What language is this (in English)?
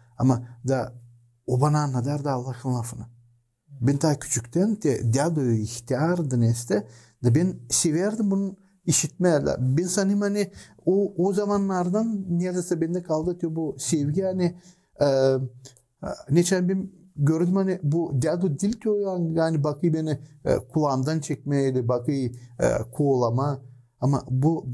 Gagauz